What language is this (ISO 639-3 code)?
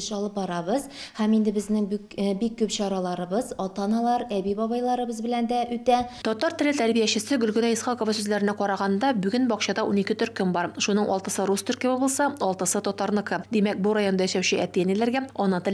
tat